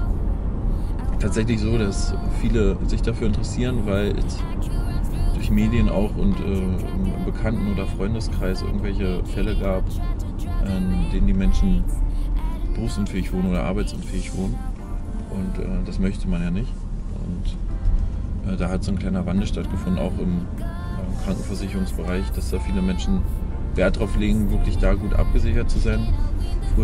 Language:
German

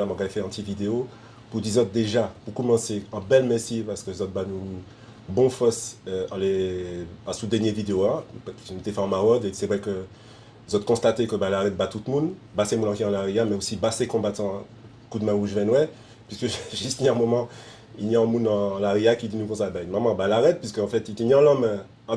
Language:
Guadeloupean Creole French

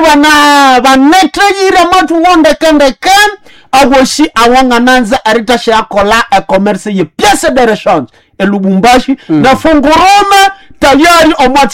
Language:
Nande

